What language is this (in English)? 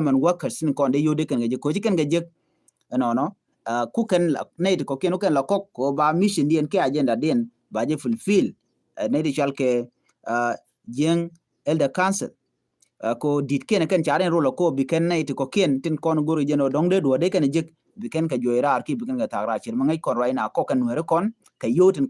Nuer